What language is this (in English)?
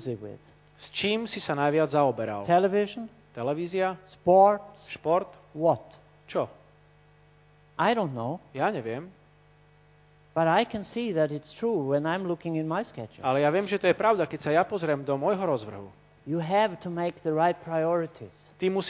Slovak